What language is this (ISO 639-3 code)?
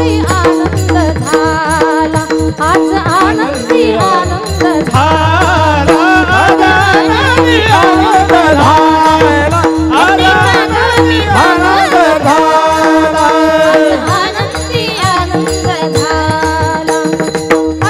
mar